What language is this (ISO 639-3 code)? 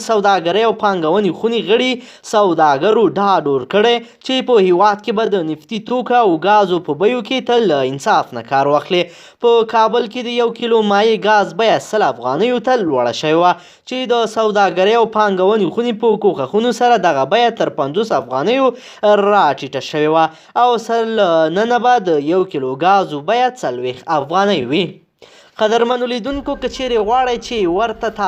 pus